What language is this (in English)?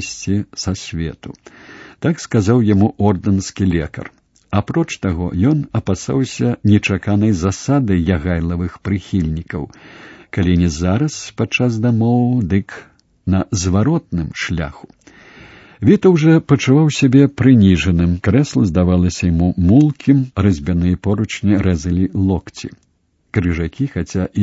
Belarusian